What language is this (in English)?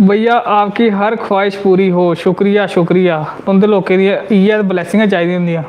Dogri